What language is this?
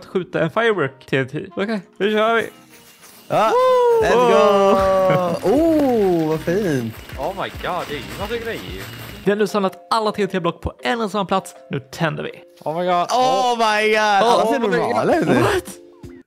Swedish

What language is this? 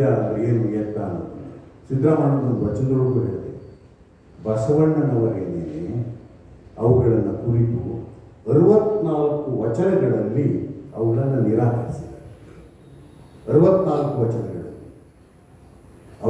Kannada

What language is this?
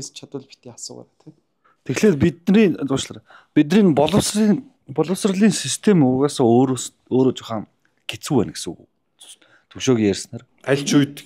Mongolian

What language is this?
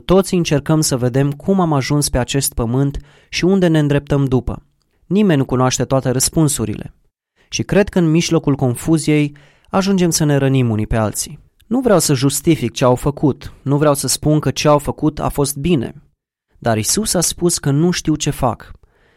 Romanian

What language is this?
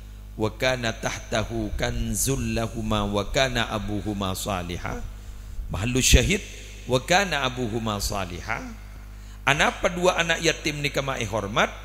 Madurese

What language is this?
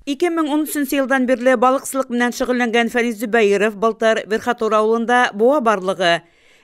Bashkir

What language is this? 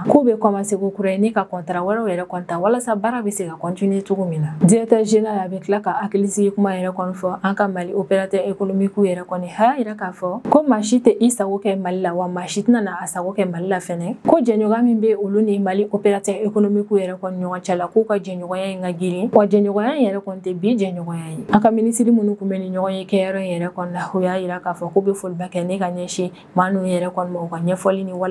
Bambara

